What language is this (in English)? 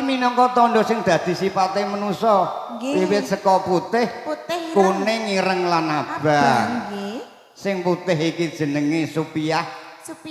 Javanese